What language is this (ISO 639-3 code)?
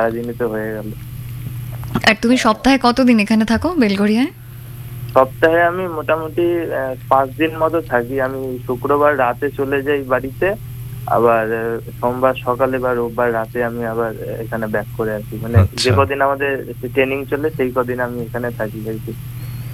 ben